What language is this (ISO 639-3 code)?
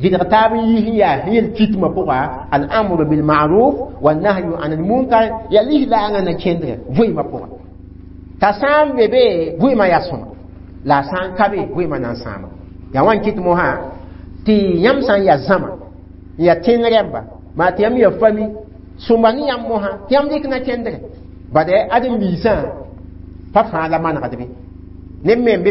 mos